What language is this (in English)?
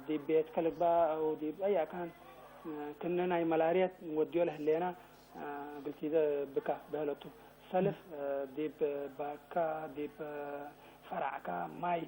Tigre